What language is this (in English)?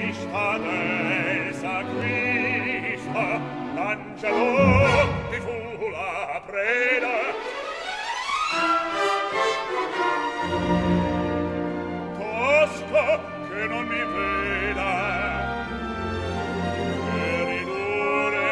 Italian